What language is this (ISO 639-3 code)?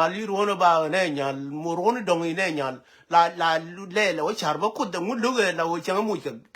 nus